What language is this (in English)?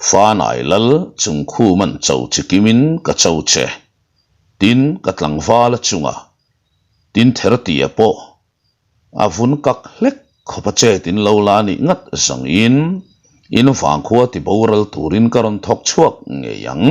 Mizo